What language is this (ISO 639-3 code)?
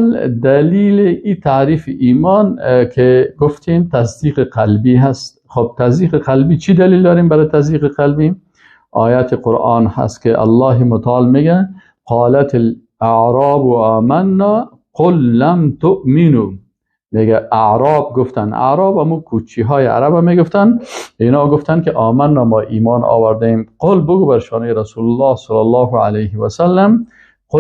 fas